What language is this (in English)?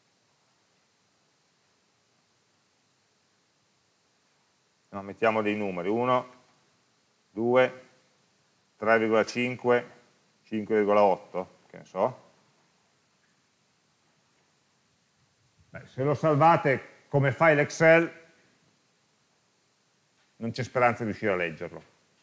Italian